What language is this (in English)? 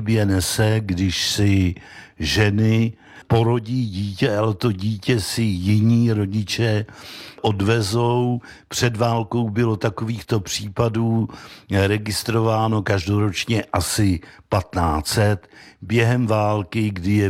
Czech